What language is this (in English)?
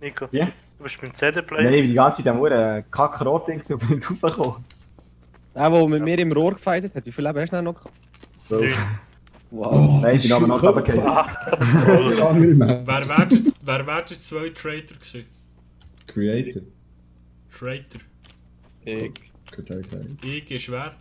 Swiss German